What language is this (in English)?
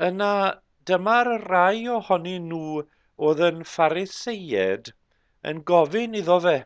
Welsh